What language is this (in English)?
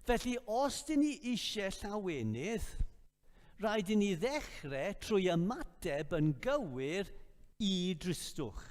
Welsh